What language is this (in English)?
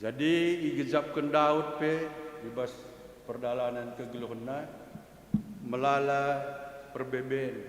Batak Karo